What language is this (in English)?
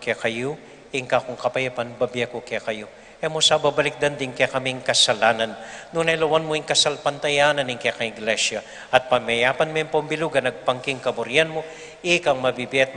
Pampanga